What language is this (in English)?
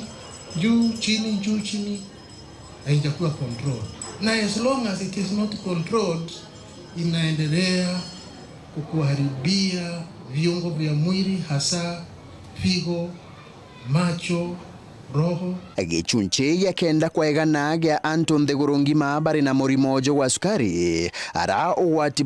Meru